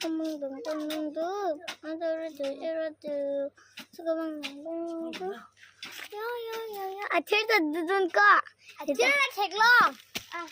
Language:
Karbi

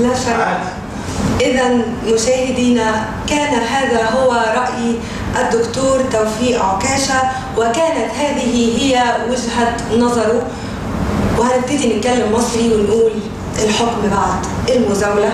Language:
Egyptian Arabic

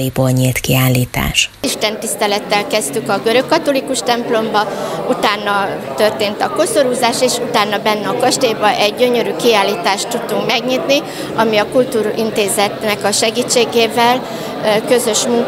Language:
Hungarian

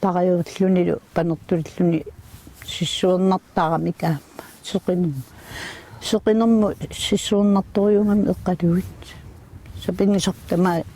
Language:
Kalaallisut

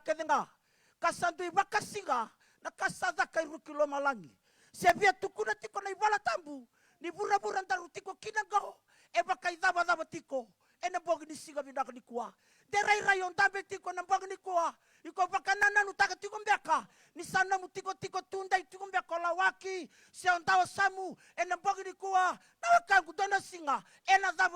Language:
Fijian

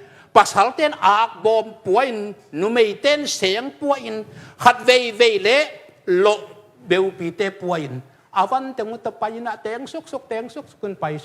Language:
Tedim Chin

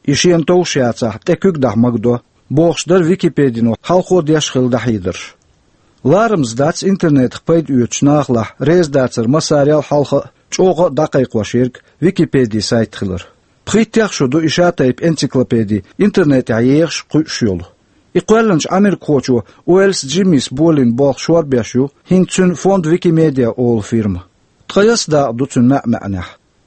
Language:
Chechen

